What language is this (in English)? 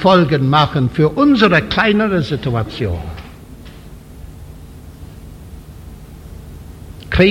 German